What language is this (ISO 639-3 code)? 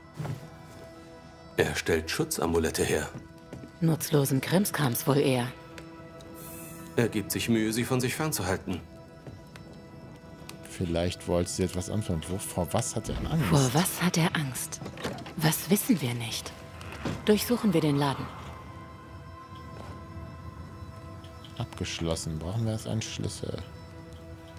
deu